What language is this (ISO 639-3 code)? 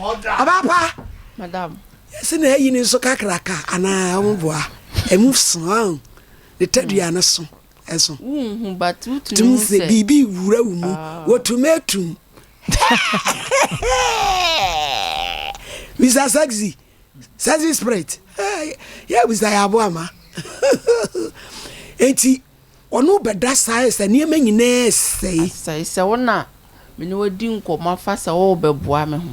aka